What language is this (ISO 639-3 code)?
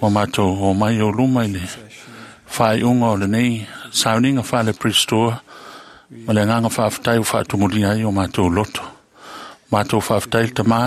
smo